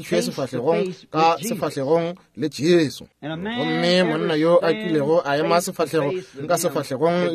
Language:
Northern Sotho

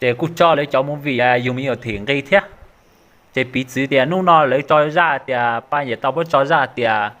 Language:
Hmong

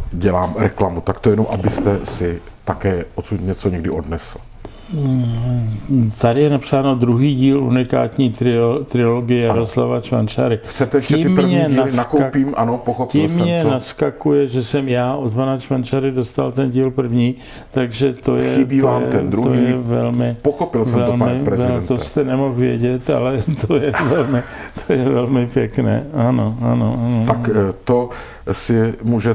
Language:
Czech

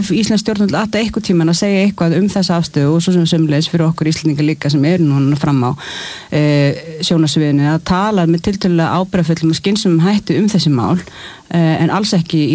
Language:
Icelandic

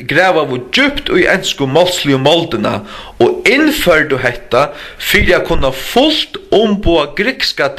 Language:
Faroese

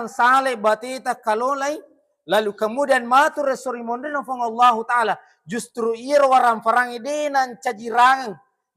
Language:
Buginese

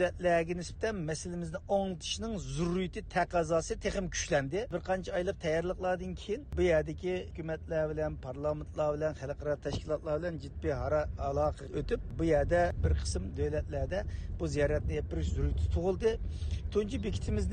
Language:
Uyghur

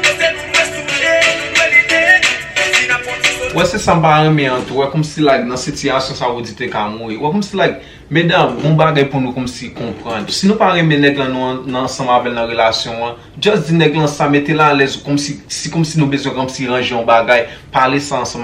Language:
Haitian Creole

